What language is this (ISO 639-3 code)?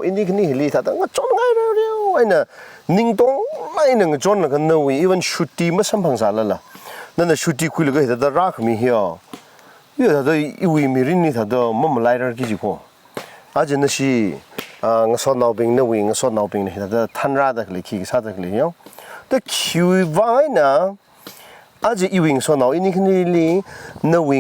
nmf